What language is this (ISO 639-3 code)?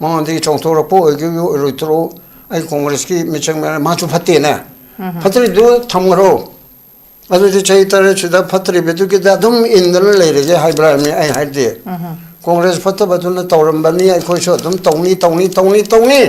mni